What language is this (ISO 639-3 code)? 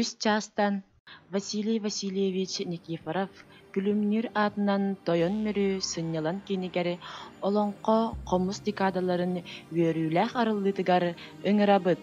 sah